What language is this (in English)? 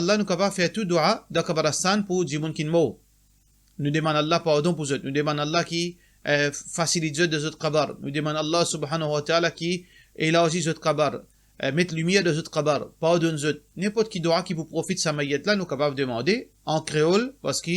Morisyen